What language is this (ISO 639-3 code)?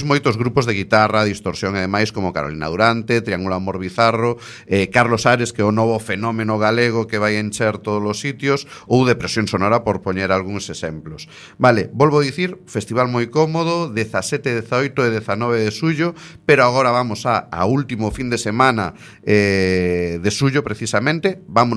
glg